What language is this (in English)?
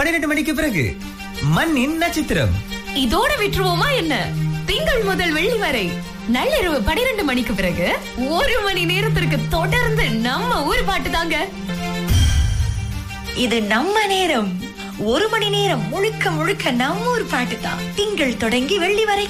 Tamil